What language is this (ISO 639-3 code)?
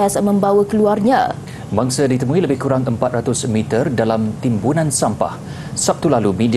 msa